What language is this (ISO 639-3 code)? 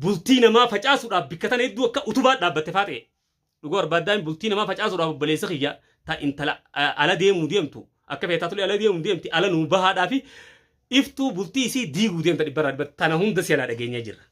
orm